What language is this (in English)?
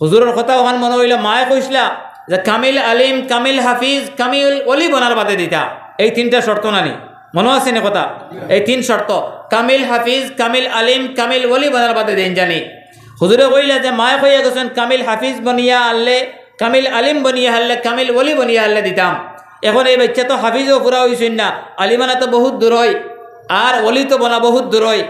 Sylheti